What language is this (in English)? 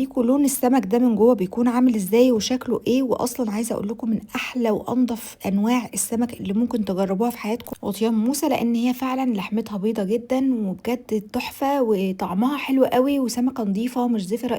Egyptian Arabic